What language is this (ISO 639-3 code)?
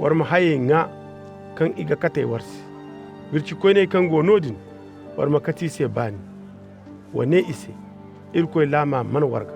dje